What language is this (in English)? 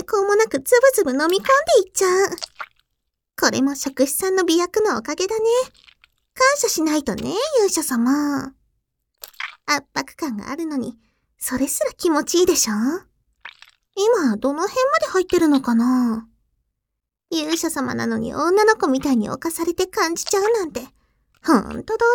Japanese